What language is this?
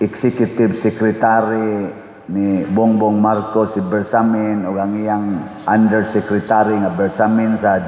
Cebuano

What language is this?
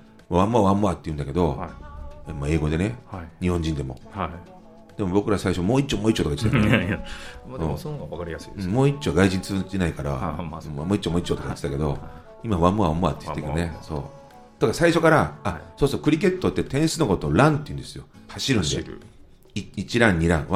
Japanese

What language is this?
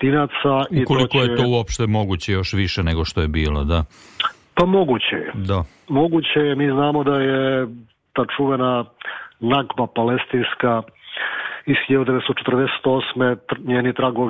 Serbian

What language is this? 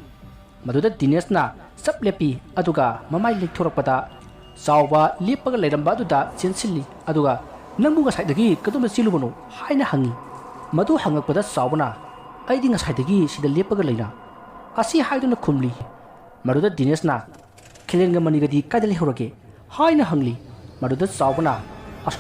Manipuri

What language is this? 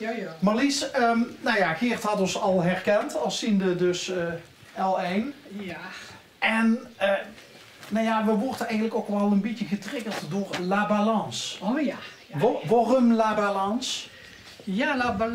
Limburgish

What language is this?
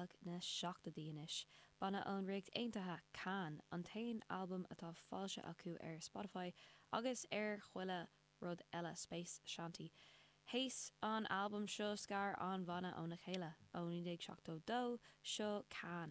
Irish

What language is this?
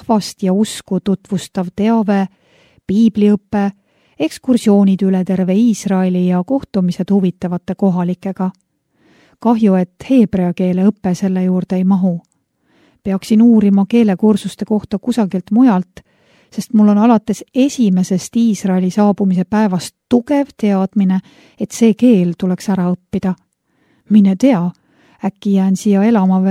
Estonian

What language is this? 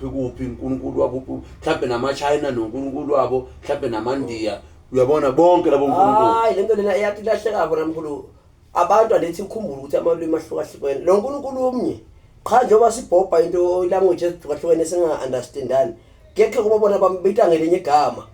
Zulu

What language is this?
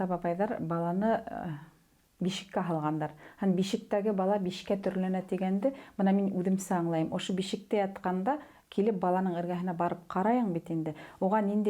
Bashkir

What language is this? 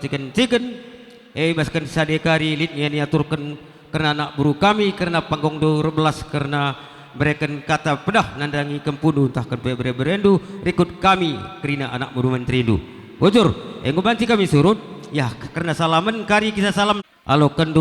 Batak Karo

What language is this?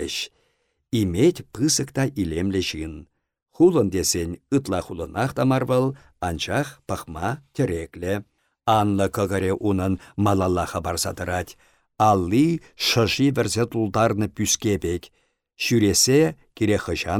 Chuvash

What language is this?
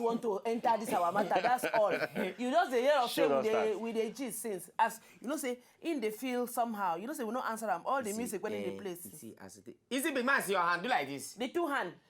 Nigerian Pidgin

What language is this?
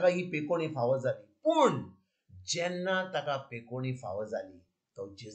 Konkani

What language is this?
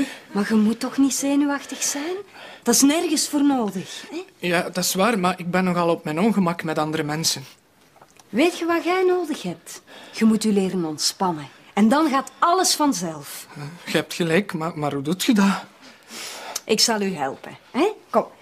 Dutch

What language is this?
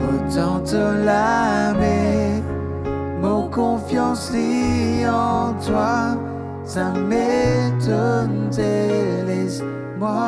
Morisyen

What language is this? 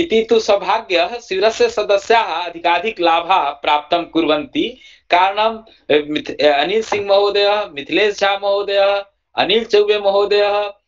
Sanskrit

